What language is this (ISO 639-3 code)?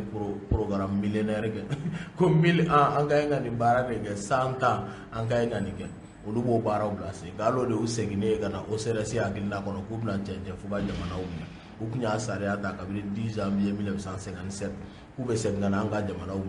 bam